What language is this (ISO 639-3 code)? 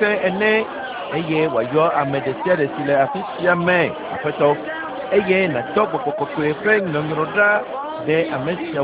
ewe